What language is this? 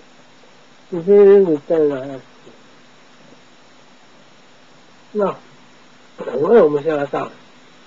Japanese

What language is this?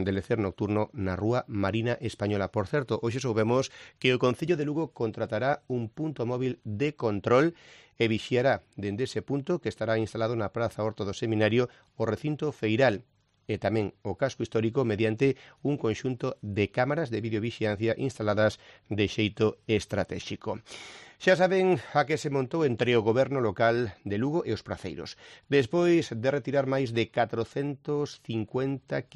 Galician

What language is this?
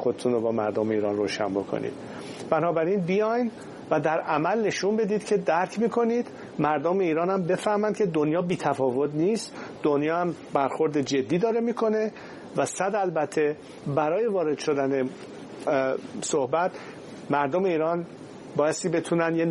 Persian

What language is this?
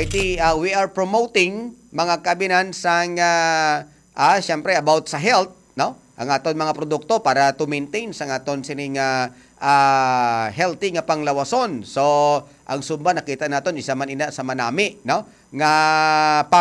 Hiligaynon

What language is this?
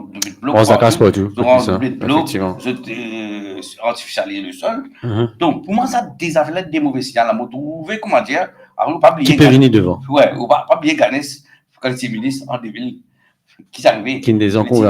Morisyen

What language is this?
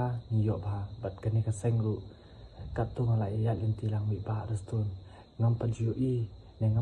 Khasi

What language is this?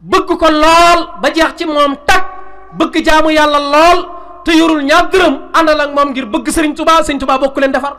Wolof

